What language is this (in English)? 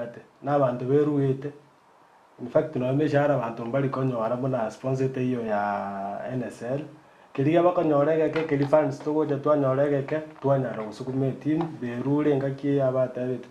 Gusii